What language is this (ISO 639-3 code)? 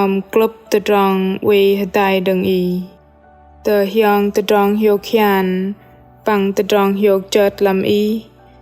bdq